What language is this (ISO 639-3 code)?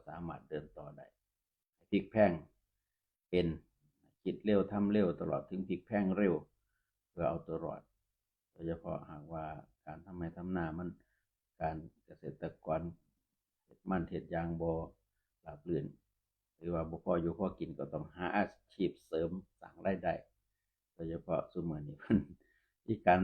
tts